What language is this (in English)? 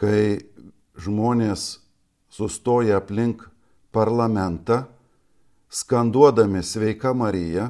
Lithuanian